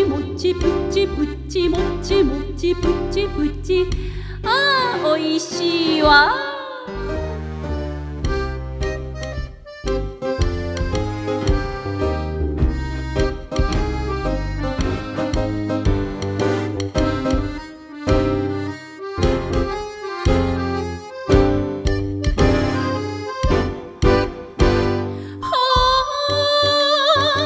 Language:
Japanese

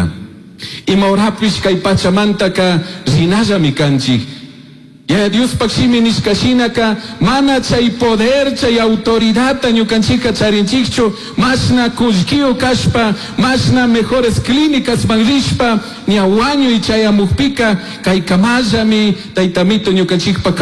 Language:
Chimborazo Highland Quichua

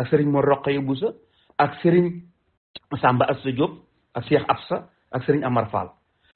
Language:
Wolof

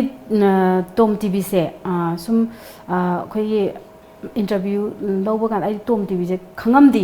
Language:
Manipuri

